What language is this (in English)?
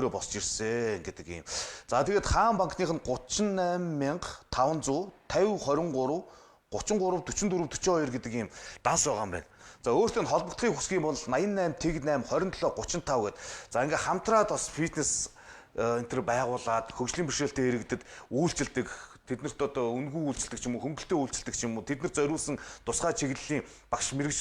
Mongolian